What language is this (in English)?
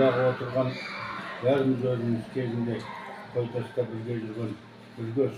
Kazakh